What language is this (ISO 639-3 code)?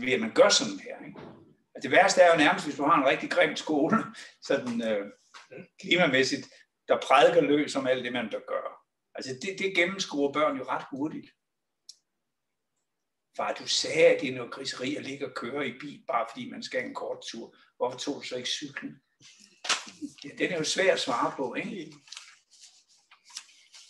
dan